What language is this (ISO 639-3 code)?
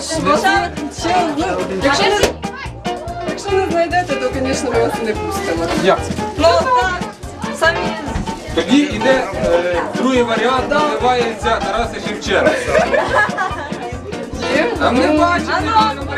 ukr